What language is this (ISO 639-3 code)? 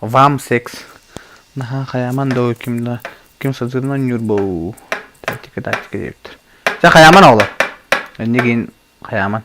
sah